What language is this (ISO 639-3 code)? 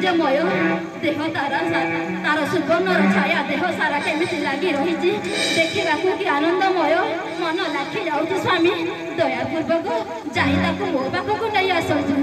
ori